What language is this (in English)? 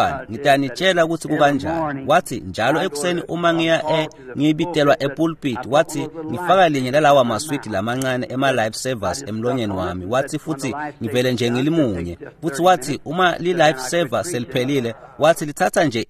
Swati